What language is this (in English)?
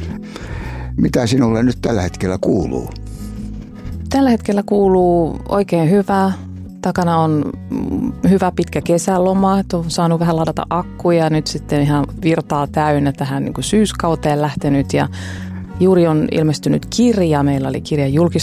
Finnish